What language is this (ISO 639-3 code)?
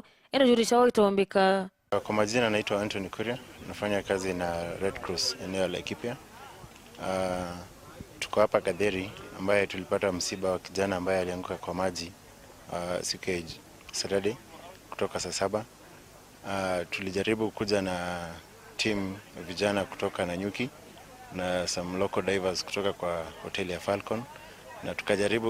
mer